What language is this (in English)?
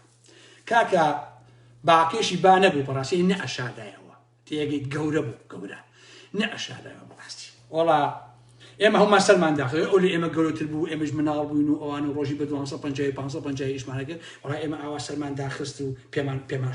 Central Kurdish